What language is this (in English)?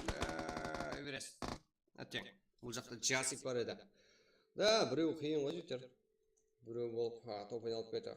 Kara-Kalpak